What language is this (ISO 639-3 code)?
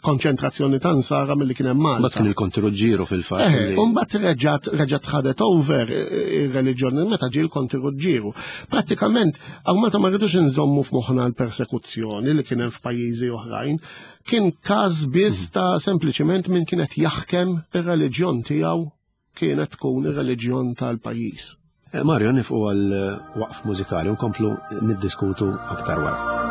mlt